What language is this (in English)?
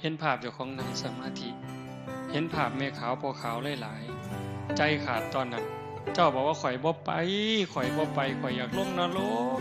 Northeastern Thai